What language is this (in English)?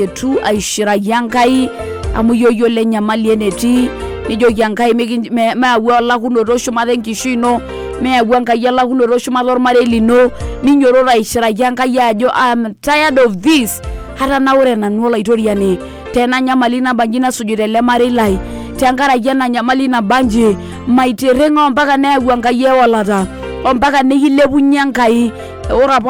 Masai